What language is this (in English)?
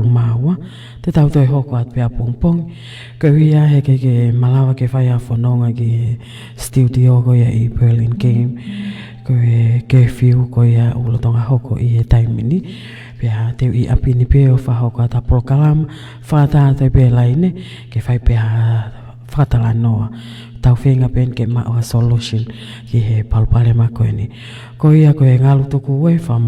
Tongan